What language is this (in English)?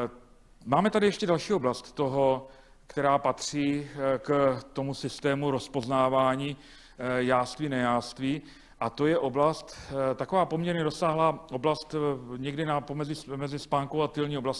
Czech